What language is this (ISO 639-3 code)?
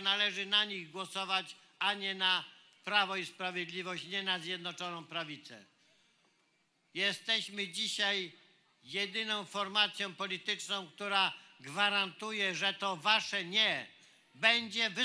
pol